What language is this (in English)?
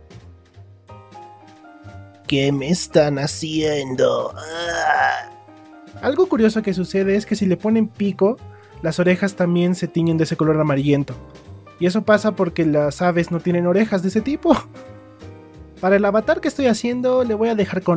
Spanish